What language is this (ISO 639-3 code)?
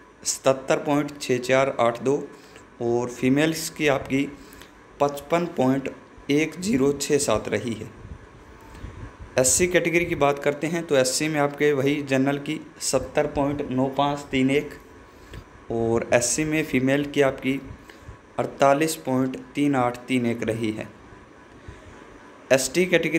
hin